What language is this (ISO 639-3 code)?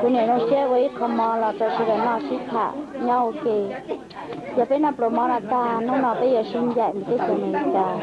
hmn